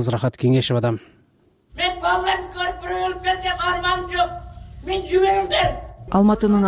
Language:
Kyrgyz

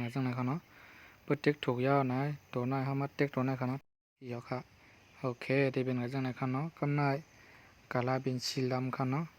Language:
Shan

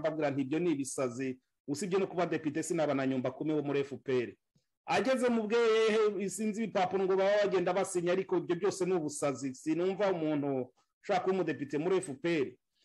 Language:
Kinyarwanda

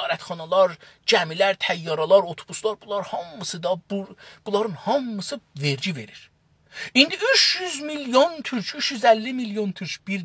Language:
South Azerbaijani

